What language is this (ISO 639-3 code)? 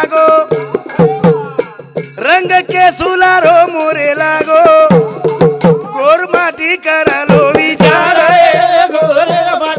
lmn